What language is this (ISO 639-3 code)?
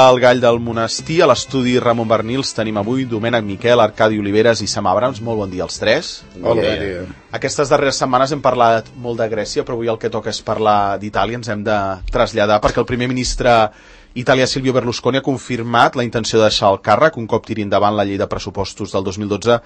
cat